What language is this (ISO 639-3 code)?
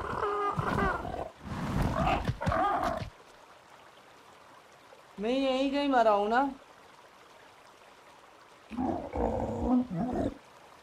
hin